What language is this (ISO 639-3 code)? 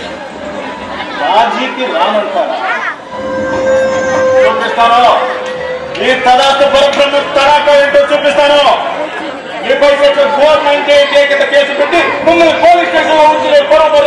tel